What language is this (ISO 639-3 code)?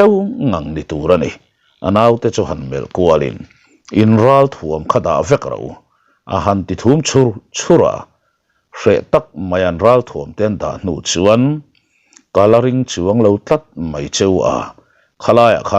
lus